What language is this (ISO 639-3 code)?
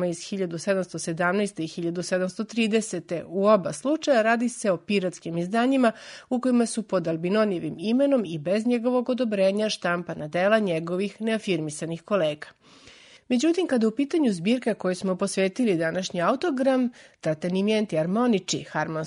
srp